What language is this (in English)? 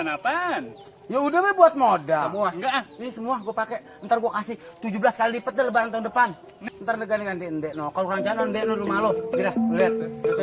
Betawi